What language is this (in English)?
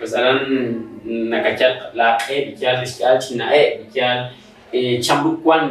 Kekchí